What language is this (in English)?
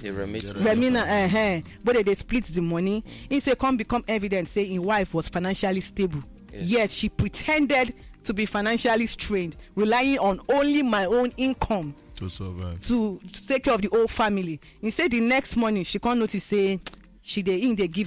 Nigerian Pidgin